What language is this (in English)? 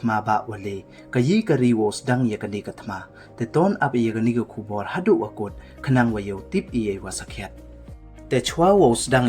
Pnar